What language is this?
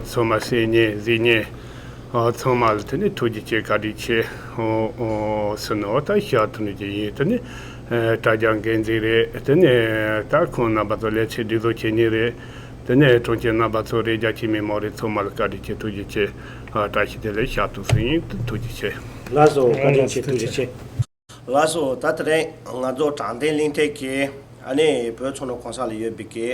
Tibetan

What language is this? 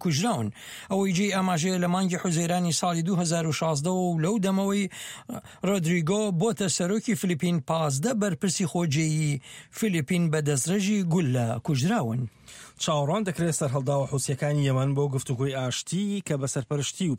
Central Kurdish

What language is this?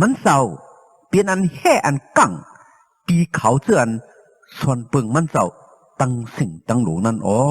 Shan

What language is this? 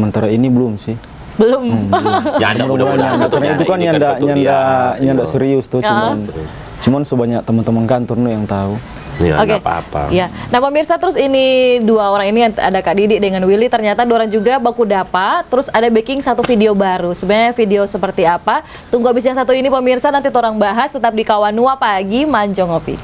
Manado Malay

